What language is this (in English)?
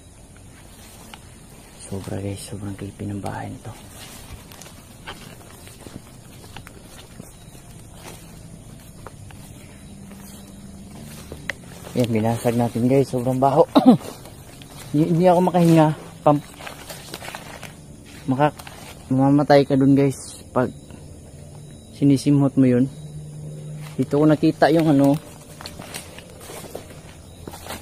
Filipino